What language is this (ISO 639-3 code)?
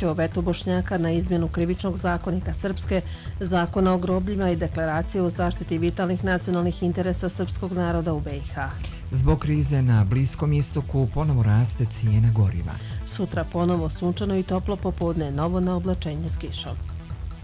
bos